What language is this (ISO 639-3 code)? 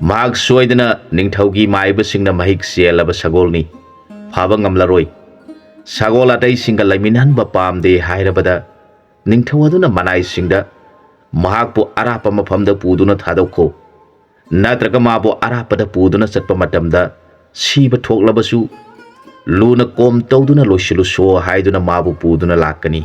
mni